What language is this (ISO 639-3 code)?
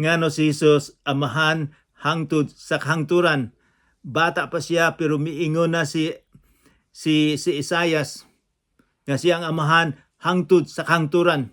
ceb